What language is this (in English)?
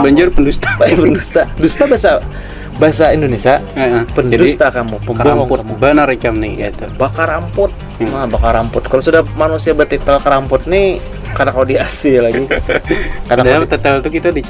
Banjar